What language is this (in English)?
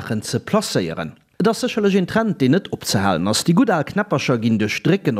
Luxembourgish